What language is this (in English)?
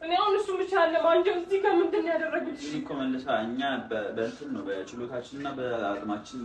Amharic